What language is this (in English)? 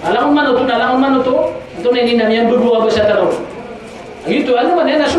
Maranao